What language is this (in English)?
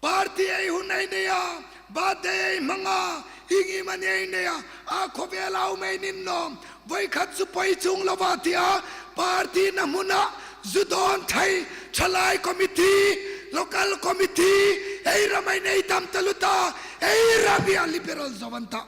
Hmar